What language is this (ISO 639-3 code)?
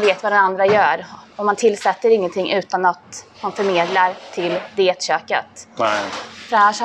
swe